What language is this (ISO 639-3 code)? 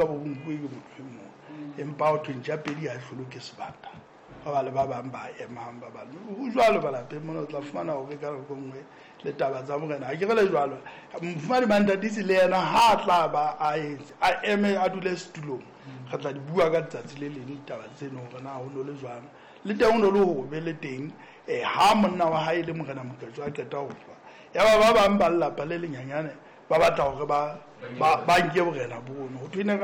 sot